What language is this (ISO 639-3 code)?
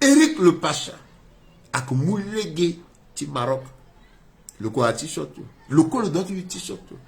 sag